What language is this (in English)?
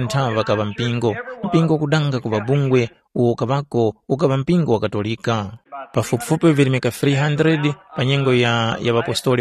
Tumbuka